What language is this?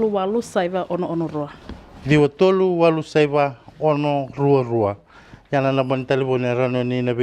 Fijian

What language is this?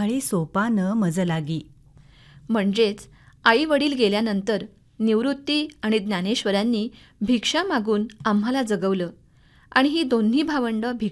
Marathi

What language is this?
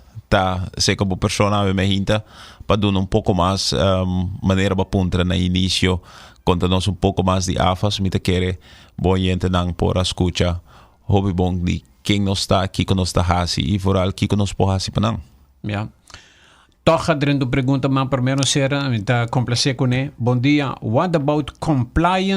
Papiamento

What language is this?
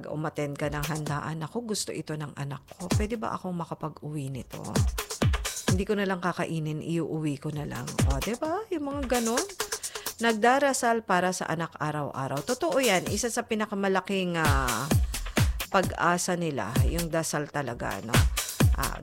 Filipino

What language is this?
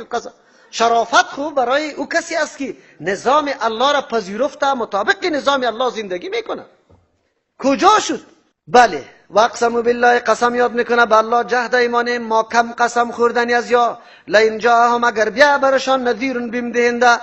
Persian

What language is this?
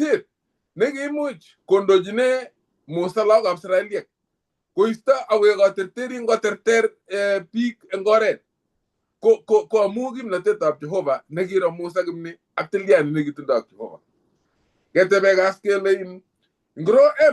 Kalenjin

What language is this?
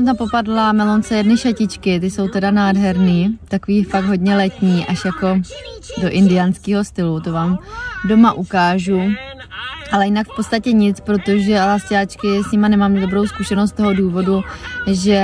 Czech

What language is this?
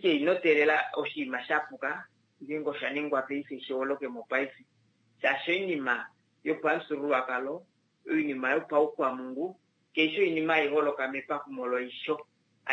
Kuanyama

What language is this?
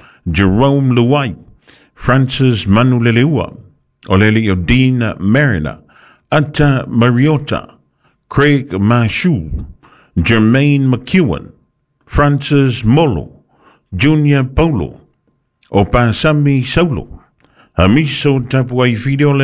Samoan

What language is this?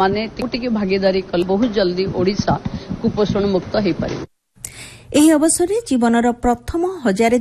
Odia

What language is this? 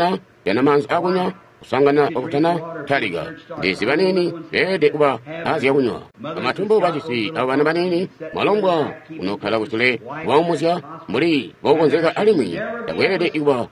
Tonga (Zambia)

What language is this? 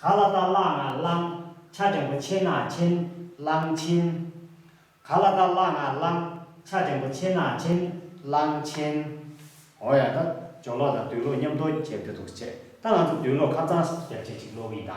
Tibetan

